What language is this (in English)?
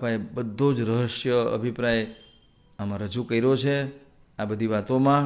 Gujarati